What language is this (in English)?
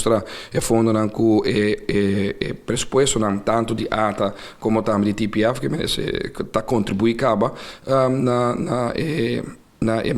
Papiamento